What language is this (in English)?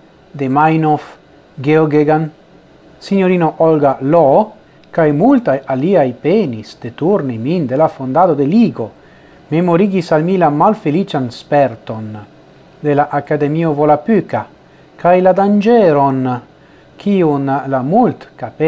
Esperanto